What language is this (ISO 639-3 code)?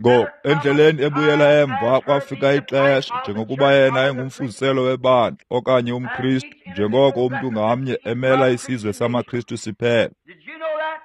xho